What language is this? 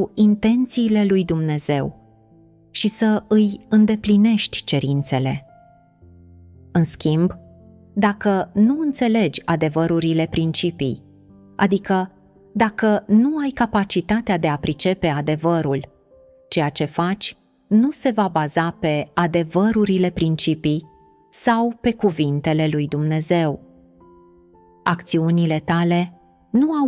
Romanian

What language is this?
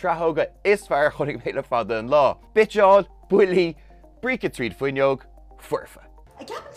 Irish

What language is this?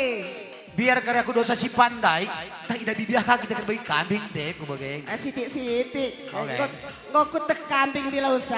Batak Karo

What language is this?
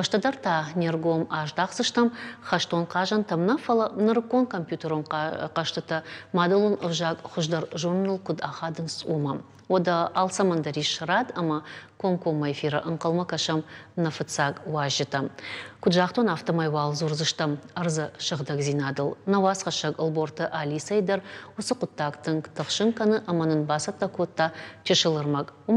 Ossetic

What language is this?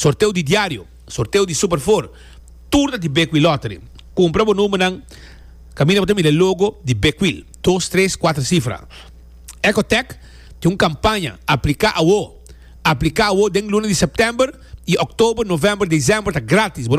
Papiamento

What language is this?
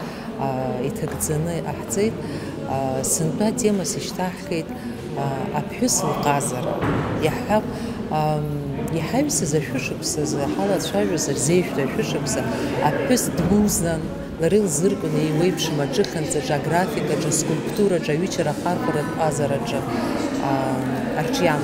Abkhazian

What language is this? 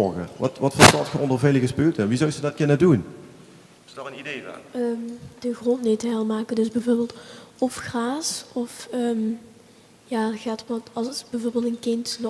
Limburgish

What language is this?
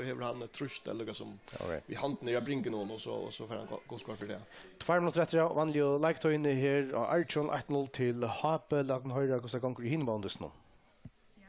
Faroese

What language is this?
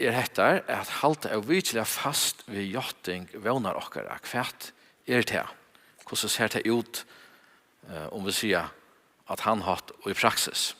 Faroese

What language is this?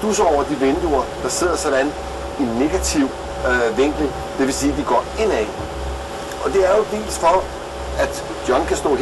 Danish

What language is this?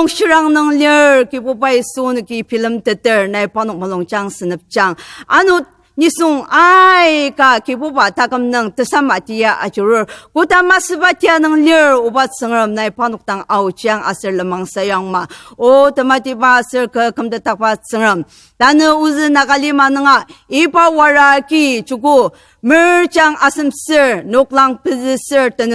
Ao Naga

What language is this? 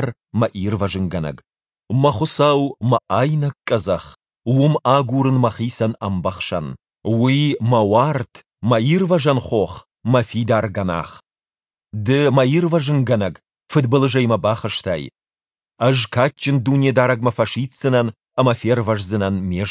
Ossetic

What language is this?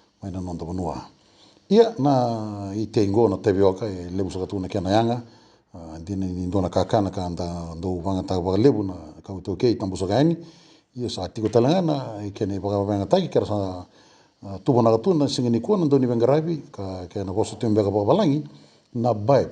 Fijian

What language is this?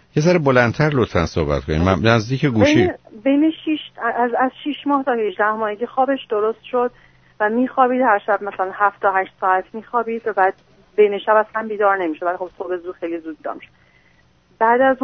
Persian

